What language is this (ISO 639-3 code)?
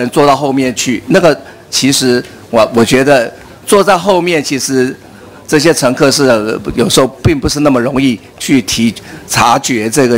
zho